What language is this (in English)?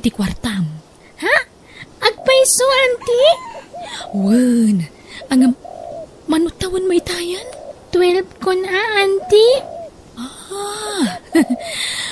Iloko